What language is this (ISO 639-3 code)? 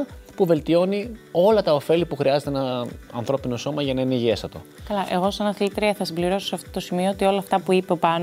ell